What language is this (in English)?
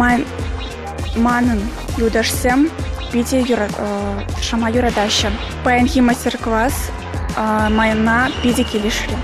Chuvash